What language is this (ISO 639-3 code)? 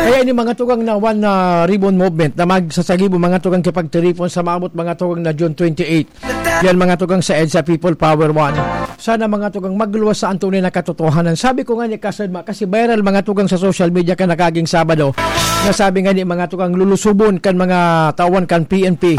bik